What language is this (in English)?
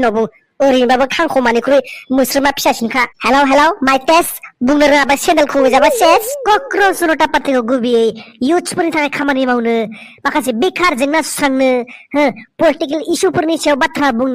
Bodo